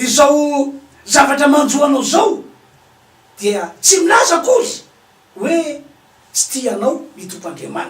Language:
Malagasy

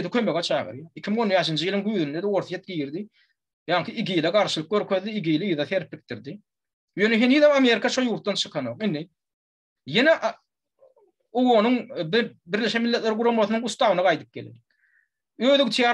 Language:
Turkmen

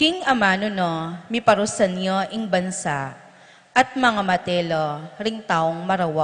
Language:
Pampanga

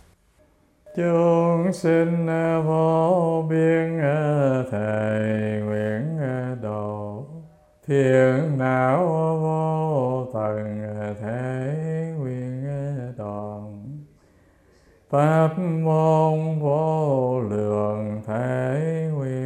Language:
Vietnamese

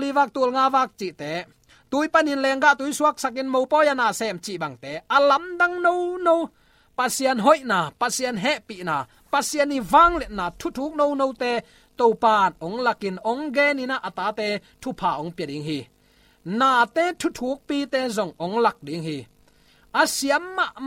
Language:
Tedim Chin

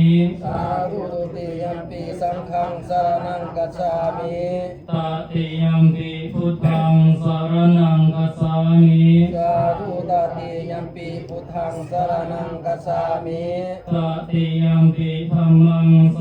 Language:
Pali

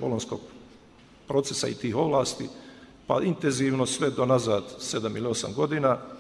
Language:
Bosnian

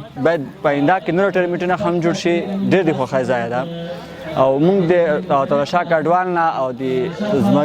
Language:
Pashto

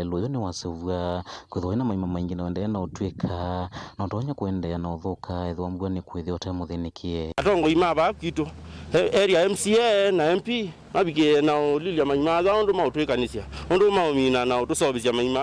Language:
Kamba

